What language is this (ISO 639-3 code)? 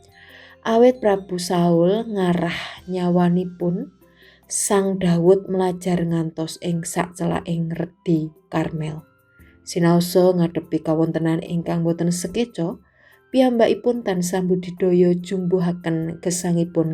jav